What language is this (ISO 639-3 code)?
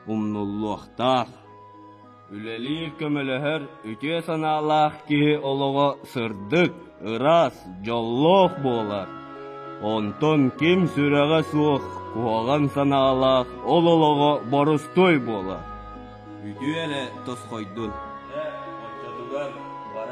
sah